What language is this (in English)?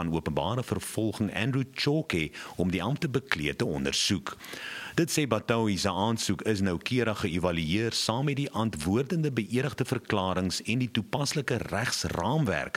Afrikaans